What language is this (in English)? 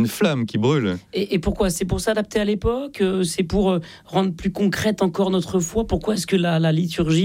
French